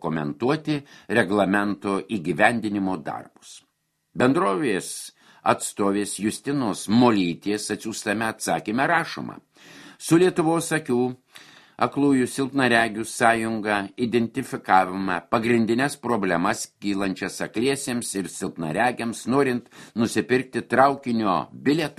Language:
Lithuanian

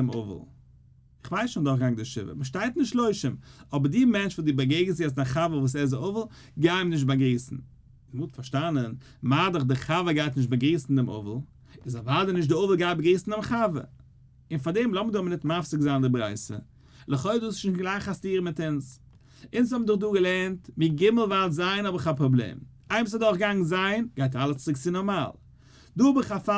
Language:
Yiddish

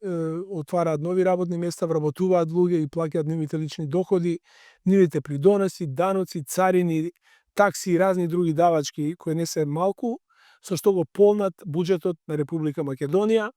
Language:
Macedonian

